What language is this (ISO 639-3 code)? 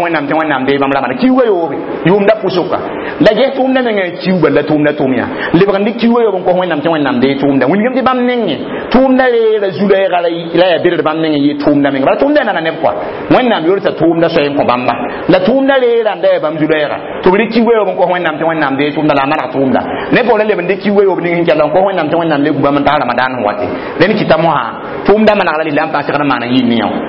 mos